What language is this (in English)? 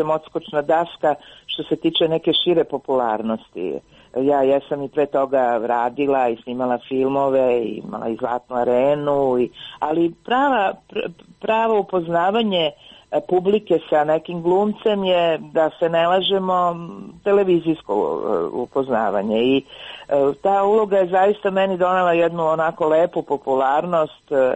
Serbian